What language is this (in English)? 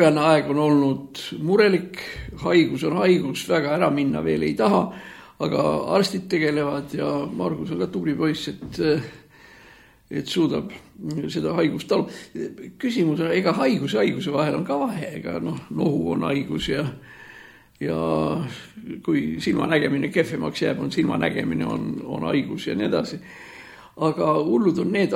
Estonian